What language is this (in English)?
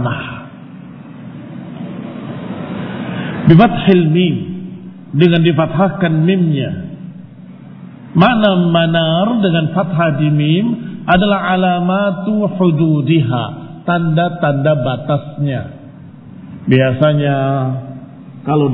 Indonesian